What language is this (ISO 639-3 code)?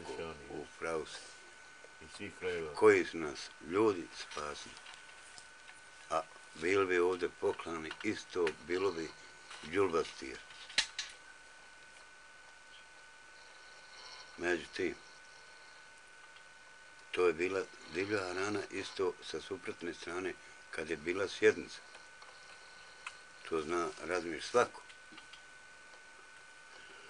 bos